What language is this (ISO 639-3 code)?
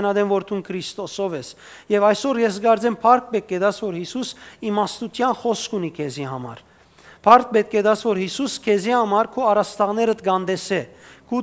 hyw